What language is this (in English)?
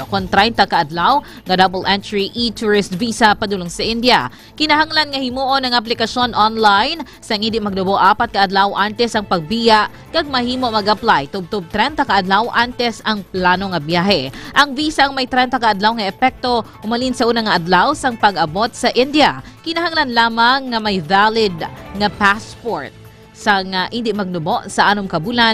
Hiligaynon